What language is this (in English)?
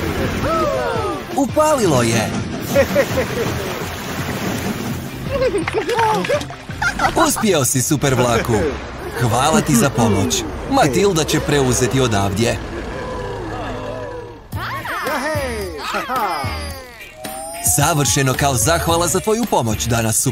Croatian